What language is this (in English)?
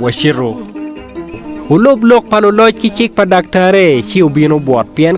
Acoli